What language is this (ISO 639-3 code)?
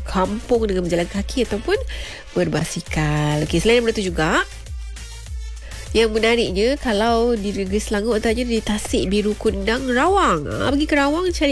msa